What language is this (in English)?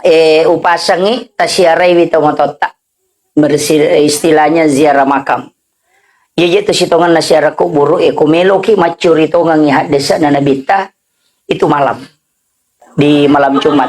Buginese